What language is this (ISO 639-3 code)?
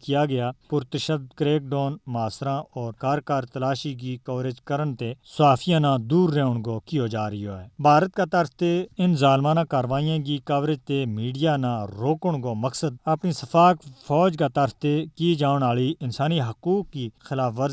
gju